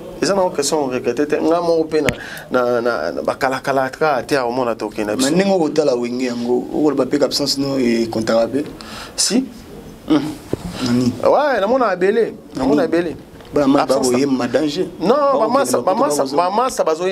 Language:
Lingala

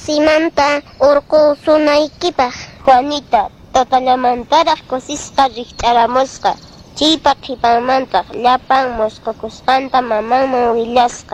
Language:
Quechua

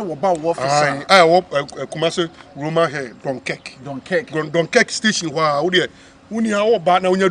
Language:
Akan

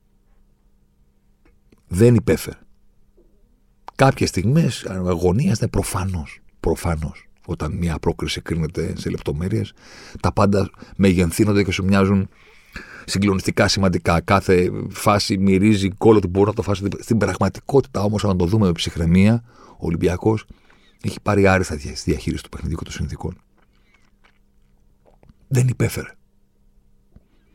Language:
Greek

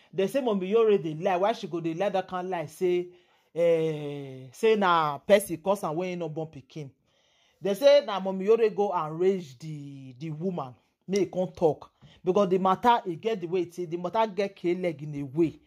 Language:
Nigerian Pidgin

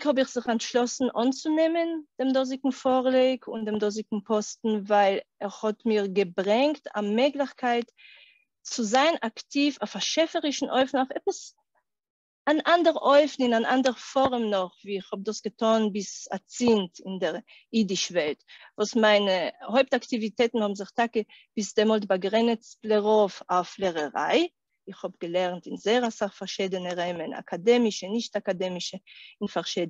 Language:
Yiddish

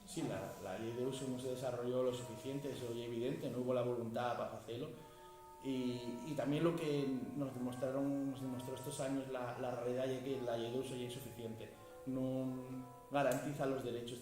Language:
Asturian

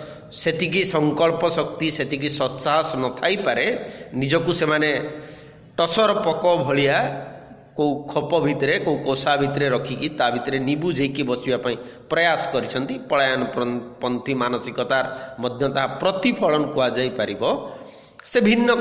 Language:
Odia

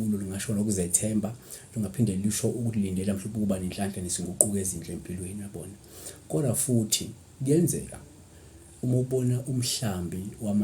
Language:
Zulu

